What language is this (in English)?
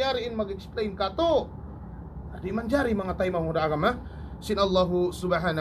Tausug